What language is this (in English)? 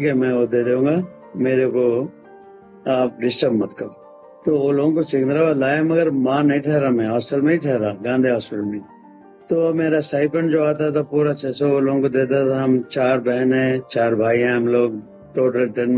Hindi